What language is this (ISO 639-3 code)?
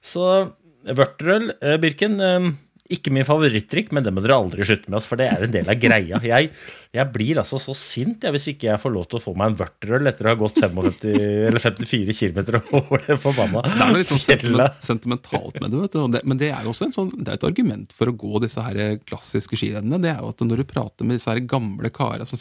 nor